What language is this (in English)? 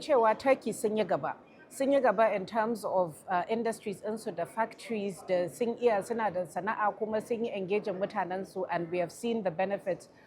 Hausa